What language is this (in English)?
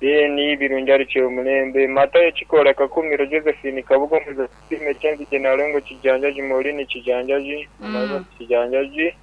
Nyankole